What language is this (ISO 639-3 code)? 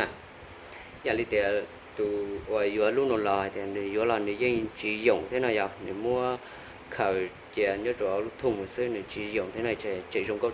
hmn